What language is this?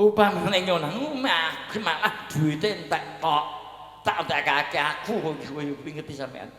Javanese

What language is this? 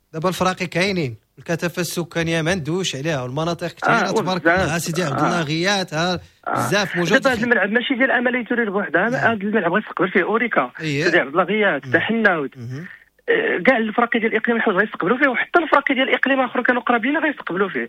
Moroccan Arabic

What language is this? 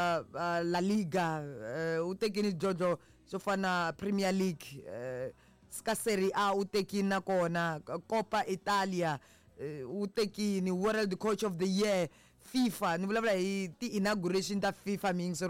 Tsonga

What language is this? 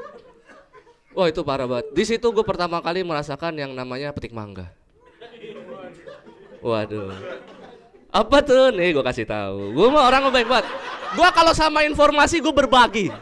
Indonesian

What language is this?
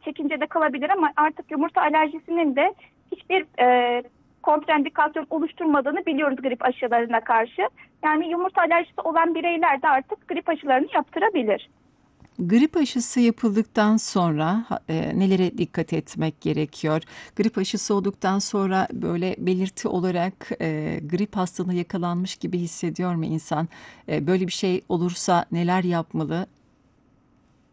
Turkish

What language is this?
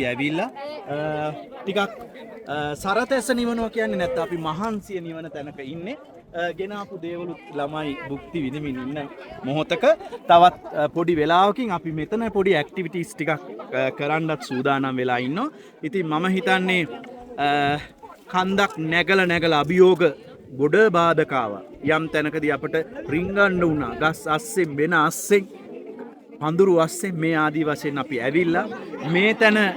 Sinhala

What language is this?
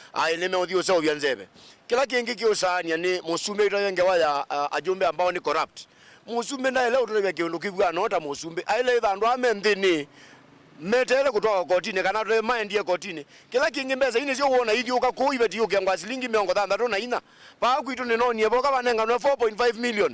Kamba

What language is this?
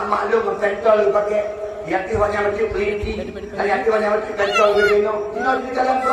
Achinese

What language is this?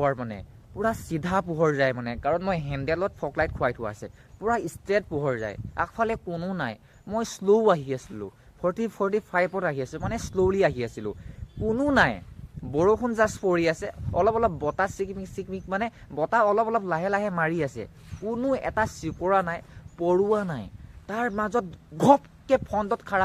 Assamese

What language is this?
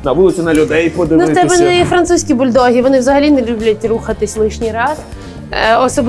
Ukrainian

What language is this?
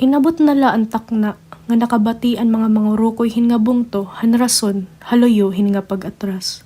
Waray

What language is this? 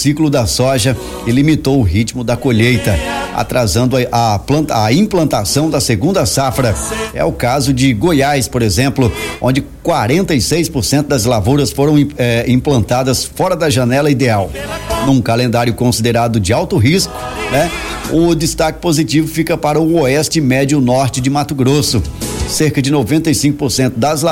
Portuguese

